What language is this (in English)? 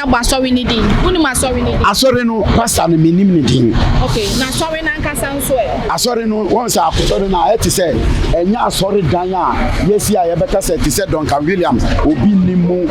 Akan